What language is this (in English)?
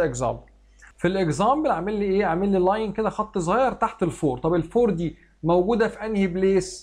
Egyptian Arabic